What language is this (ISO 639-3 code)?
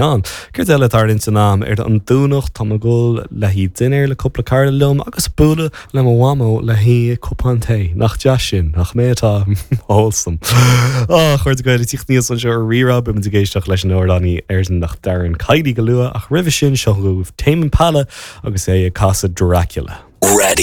gle